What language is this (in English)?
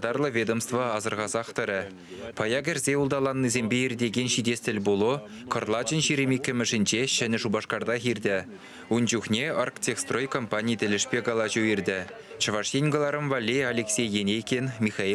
Chuvash